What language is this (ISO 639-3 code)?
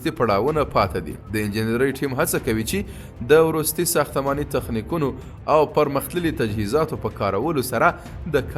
pus